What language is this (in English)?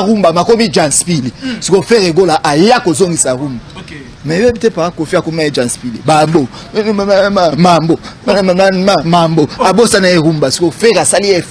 Lingala